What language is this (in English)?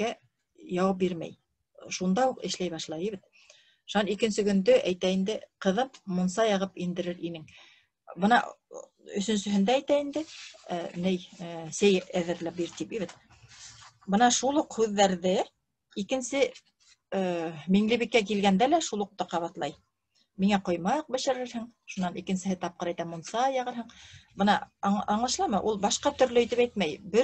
Bashkir